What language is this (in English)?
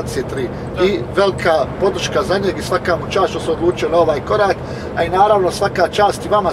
Croatian